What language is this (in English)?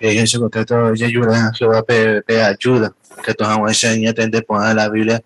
Guarani